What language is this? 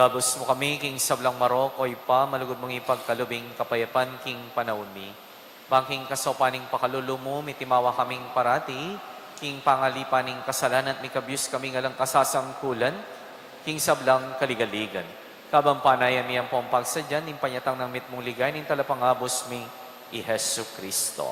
Pampanga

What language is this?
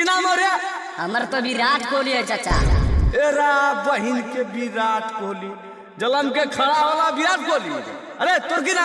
Magahi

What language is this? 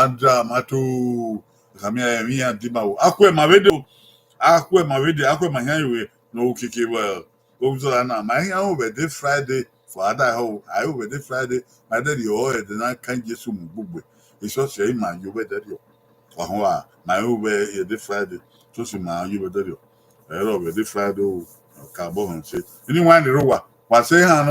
Bini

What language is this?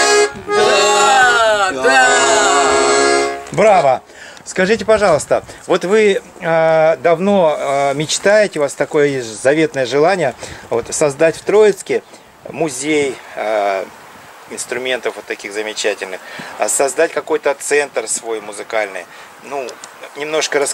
Russian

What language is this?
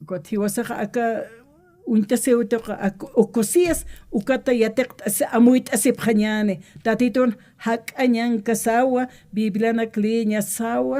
Aymara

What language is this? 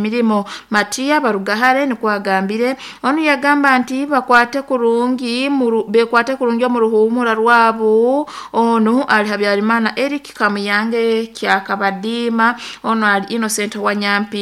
Nyankole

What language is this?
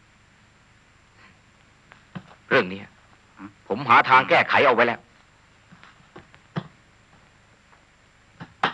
Thai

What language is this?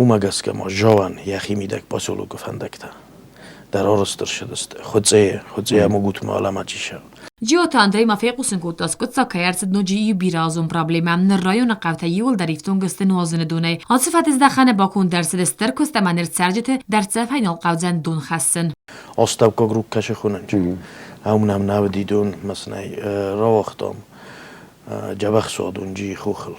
Ossetic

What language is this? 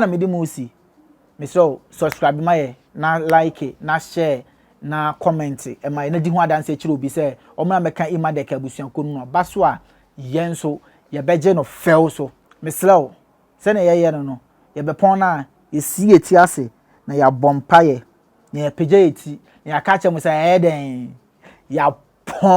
Akan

